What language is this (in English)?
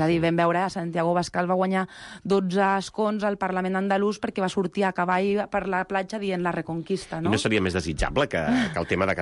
Catalan